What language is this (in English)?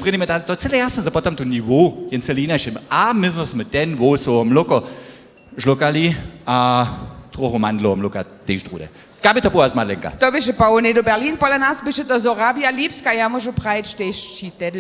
Upper Sorbian